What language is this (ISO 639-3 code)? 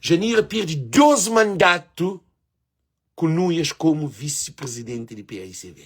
kea